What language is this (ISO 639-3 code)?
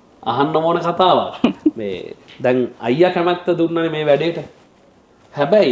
sin